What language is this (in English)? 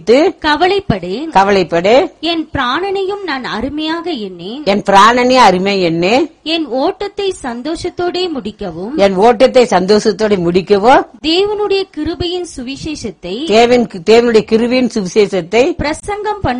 Tamil